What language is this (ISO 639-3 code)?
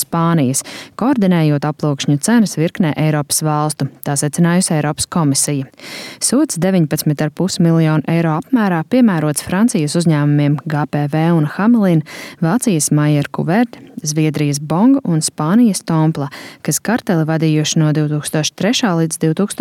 lav